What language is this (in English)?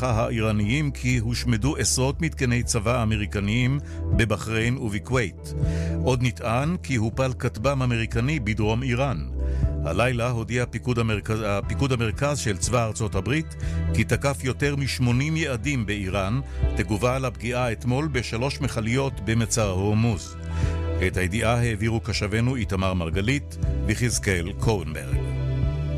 Hebrew